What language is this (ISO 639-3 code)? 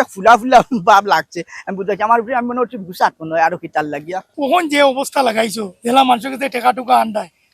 syl